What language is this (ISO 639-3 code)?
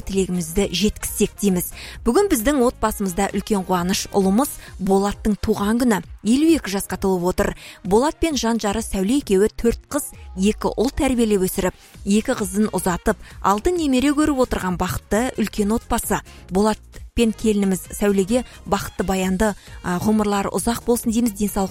kaz